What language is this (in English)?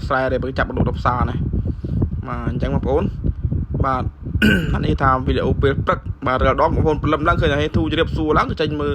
Khmer